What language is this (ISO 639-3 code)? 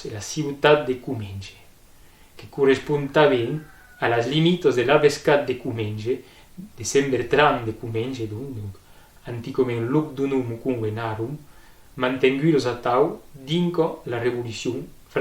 oci